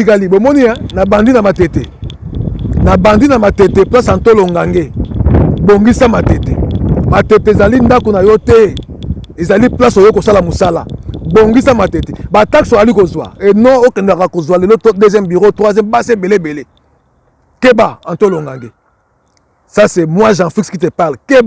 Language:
Lingala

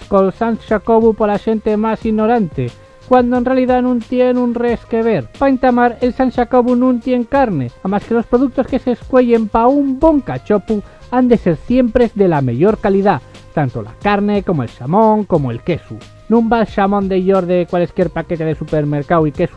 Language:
Asturian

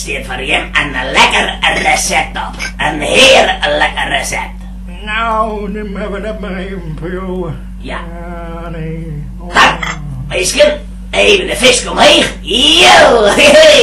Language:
Western Frisian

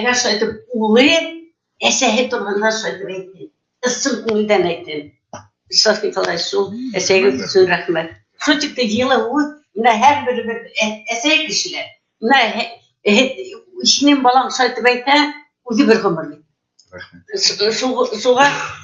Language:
Bashkir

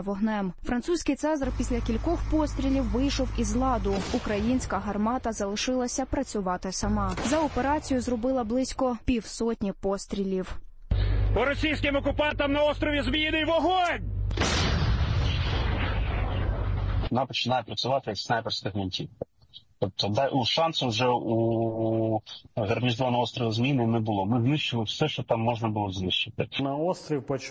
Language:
Ukrainian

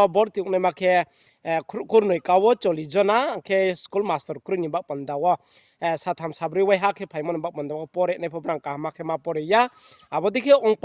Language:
Riang (India)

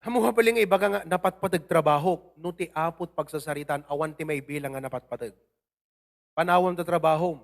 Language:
Iloko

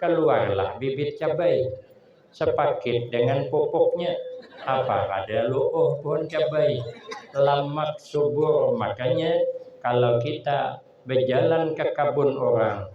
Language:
Banjar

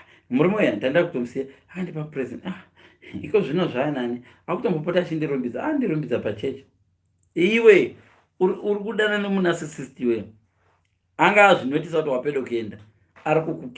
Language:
Shona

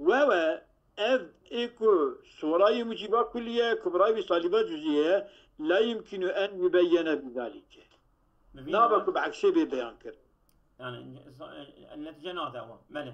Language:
Kurdish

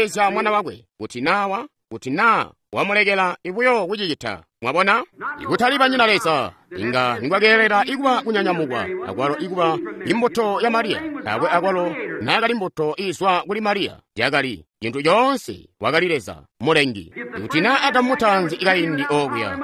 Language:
Tonga (Zambia)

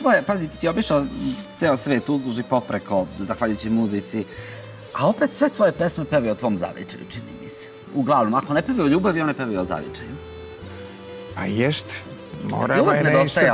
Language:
Serbian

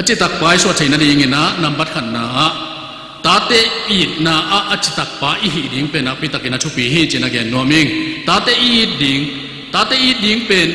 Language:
Tedim Chin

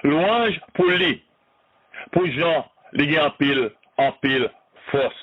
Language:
Haitian Creole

